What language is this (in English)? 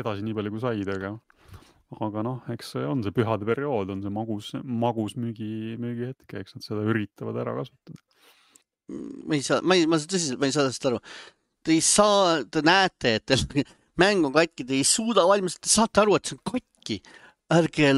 Estonian